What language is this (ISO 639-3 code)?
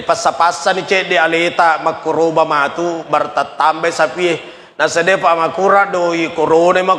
bug